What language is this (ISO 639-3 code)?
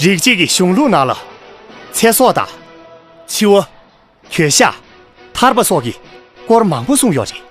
bod